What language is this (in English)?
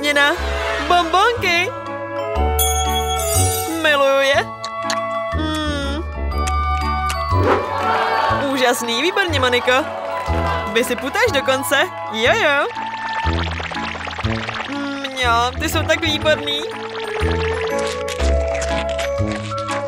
Czech